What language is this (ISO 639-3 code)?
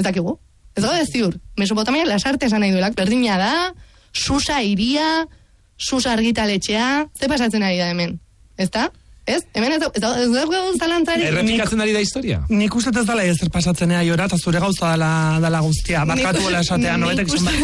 eus